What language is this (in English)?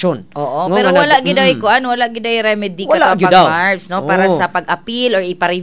Cebuano